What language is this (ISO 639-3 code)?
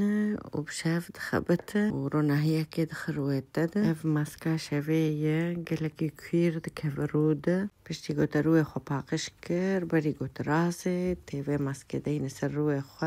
kur